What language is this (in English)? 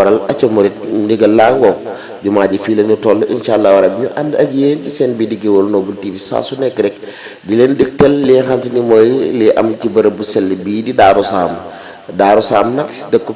Wolof